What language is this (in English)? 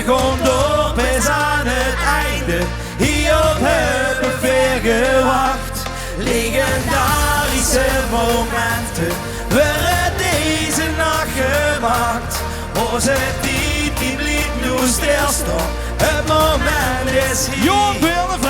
Limburgish